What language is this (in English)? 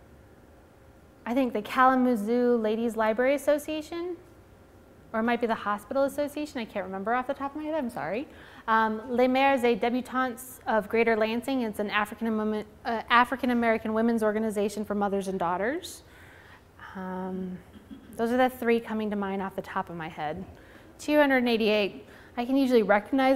English